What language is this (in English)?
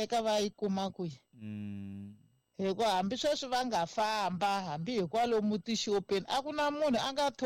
Tsonga